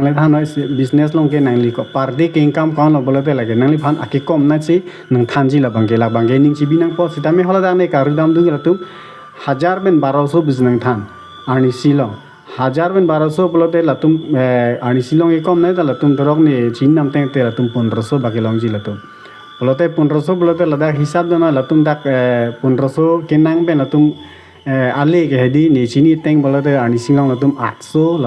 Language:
Karbi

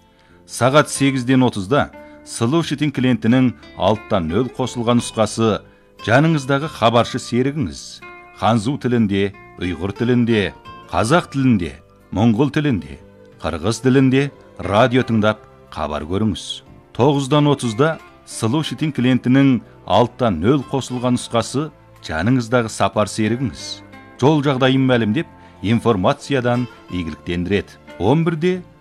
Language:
Kazakh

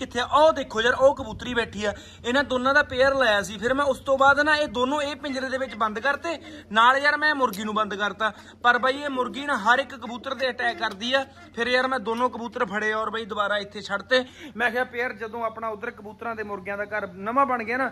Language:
Punjabi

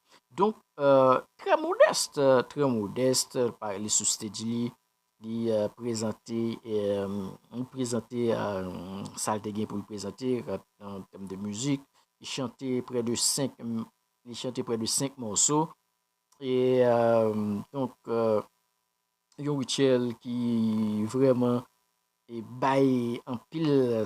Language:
Haitian Creole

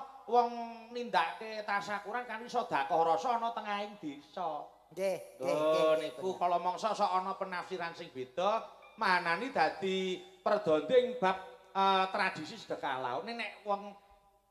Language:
Javanese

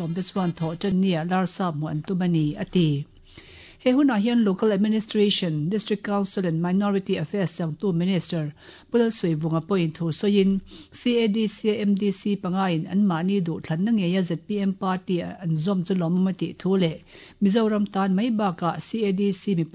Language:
Mizo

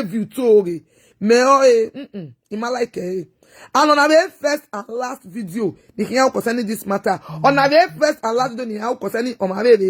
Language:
Nigerian Pidgin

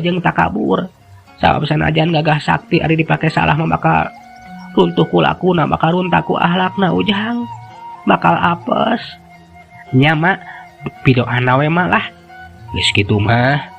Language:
Sundanese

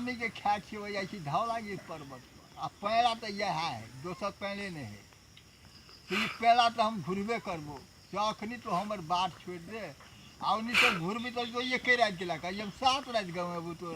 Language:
Maithili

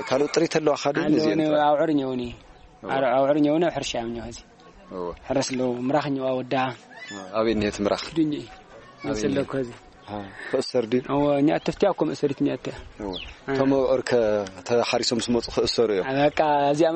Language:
Tigrinya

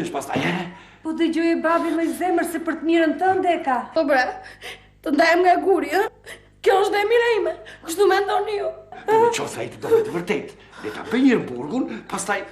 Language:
Albanian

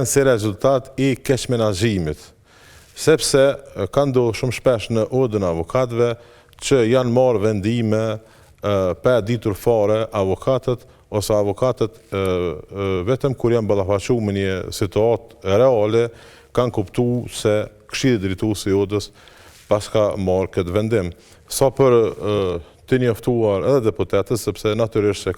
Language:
Albanian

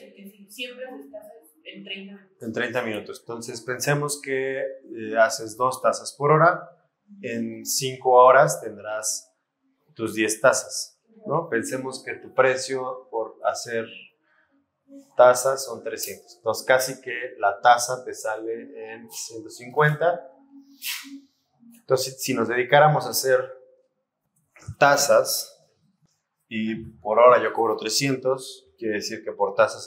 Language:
Spanish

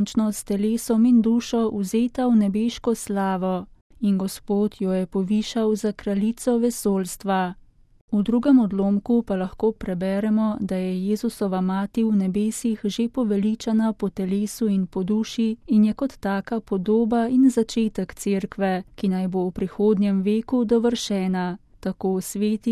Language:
Slovenian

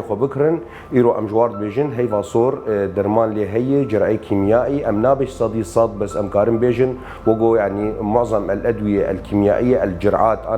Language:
Kurdish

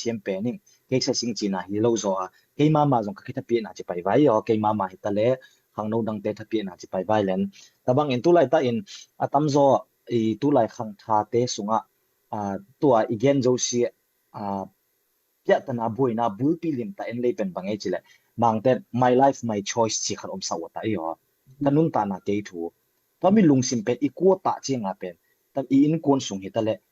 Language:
Tedim Chin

